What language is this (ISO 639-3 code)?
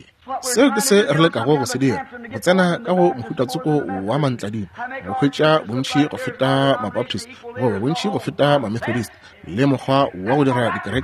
nso